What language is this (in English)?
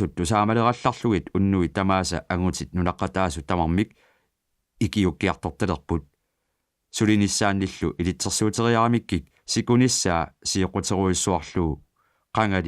Kalaallisut